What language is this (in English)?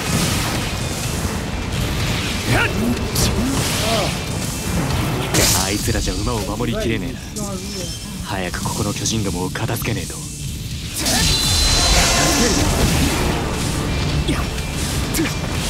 Japanese